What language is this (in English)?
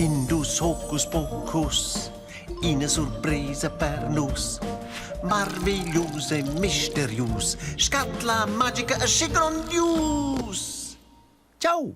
Romansh